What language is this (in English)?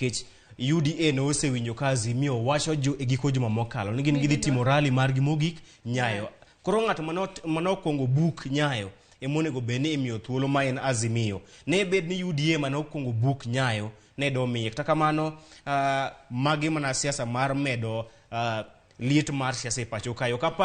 Luo (Kenya and Tanzania)